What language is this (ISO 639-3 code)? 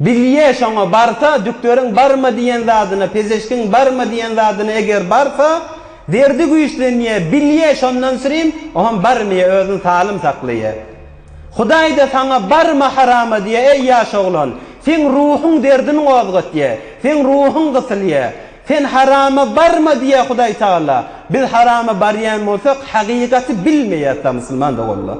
tuk